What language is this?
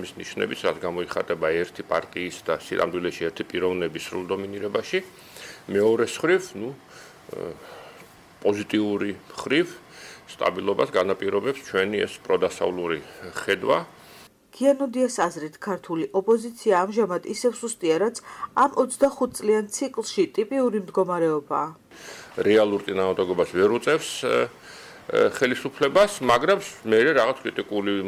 Georgian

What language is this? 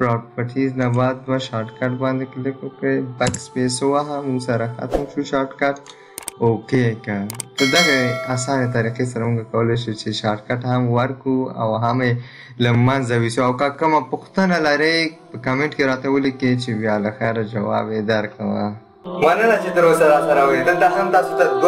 Pashto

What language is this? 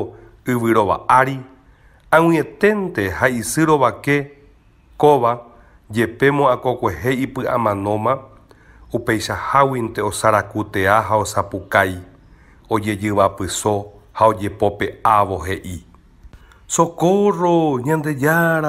Guarani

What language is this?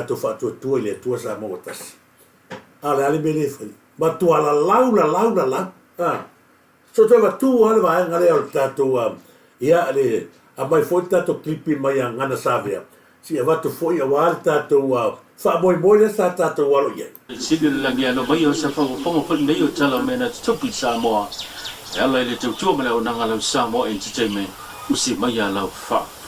Samoan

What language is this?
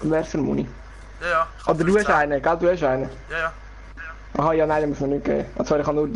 Swiss German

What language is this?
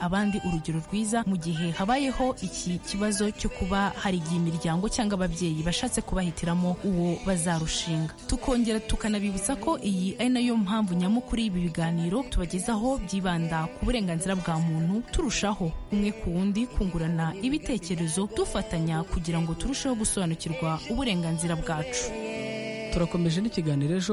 Kinyarwanda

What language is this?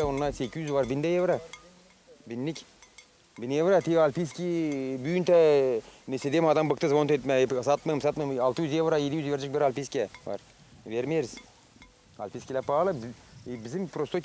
Gagauz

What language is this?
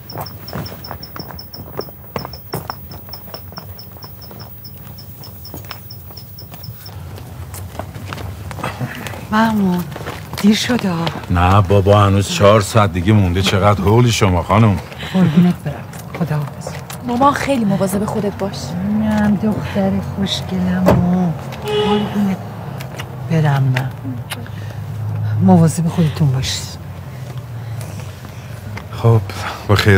Persian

